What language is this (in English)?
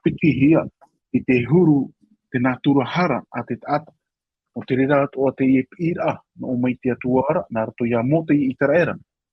Tahitian